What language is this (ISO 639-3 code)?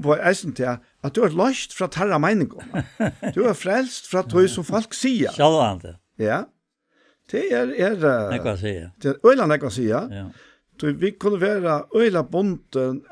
fao